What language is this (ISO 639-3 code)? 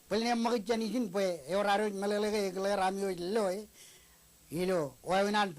mah